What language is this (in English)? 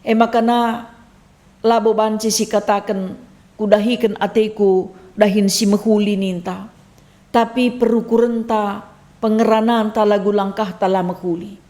Batak Karo